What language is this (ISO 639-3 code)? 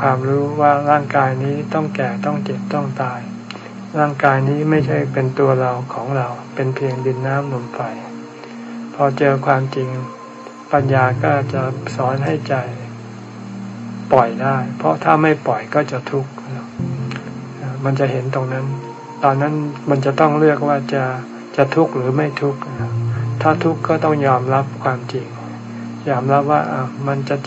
tha